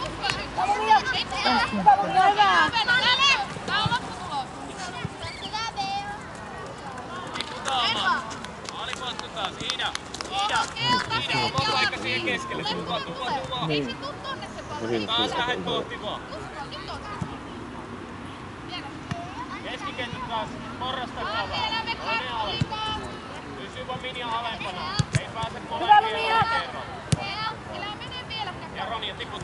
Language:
Finnish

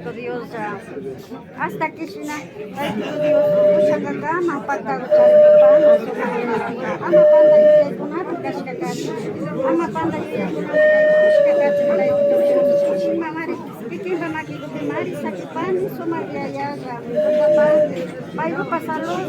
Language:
Imbabura Highland Quichua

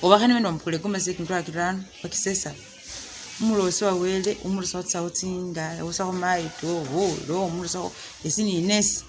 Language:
Masaaba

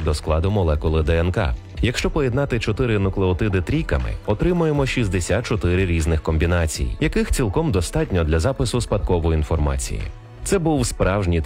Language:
Ukrainian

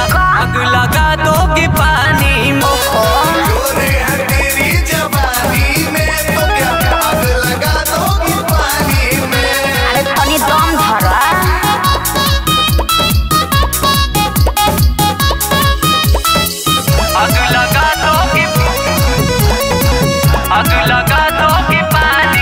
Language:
Bhojpuri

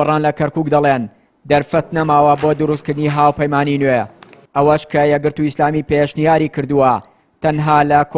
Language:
Central Kurdish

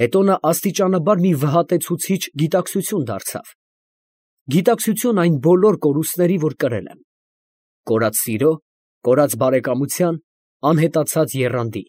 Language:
Armenian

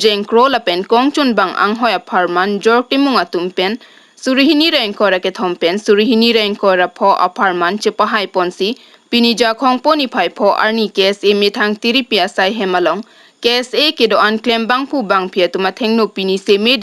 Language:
Karbi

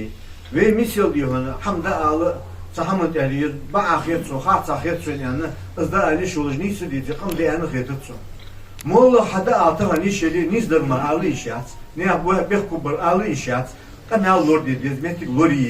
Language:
Ingush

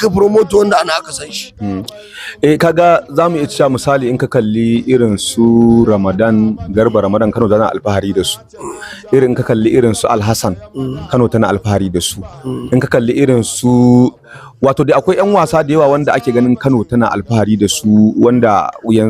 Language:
Hausa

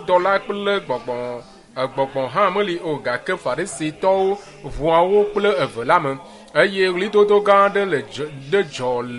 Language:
Ewe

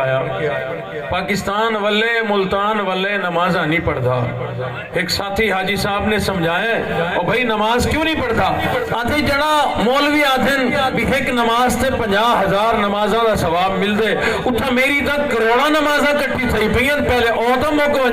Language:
Saraiki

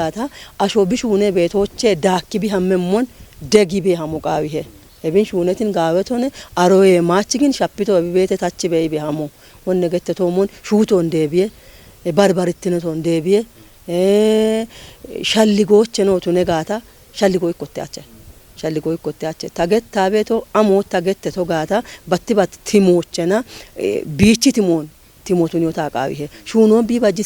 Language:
Kafa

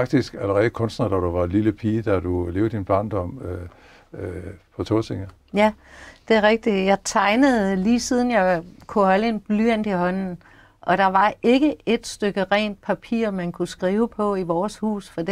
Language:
Danish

